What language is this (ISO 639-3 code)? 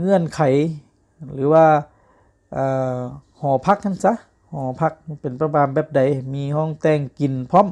lao